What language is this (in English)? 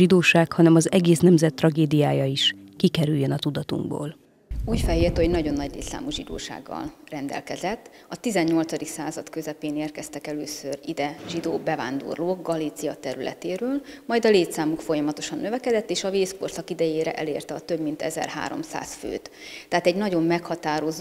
Hungarian